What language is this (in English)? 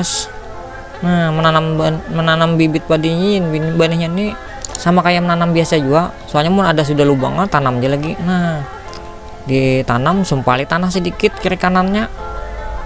Banjar